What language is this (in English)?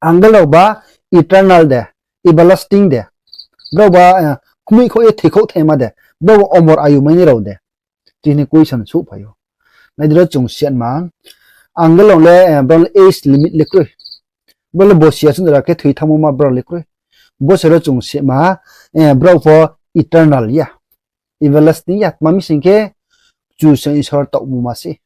Riang (India)